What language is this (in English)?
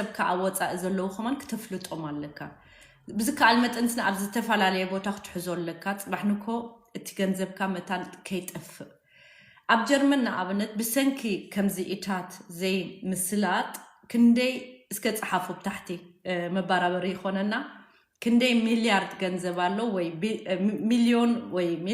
Tigrinya